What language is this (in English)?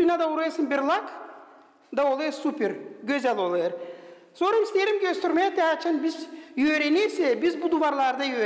Gagauz